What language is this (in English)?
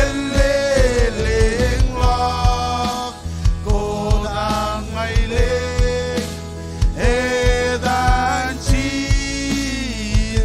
Marshallese